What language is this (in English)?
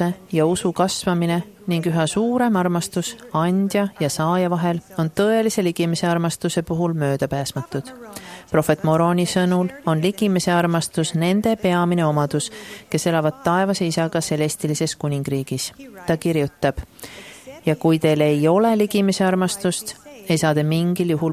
Estonian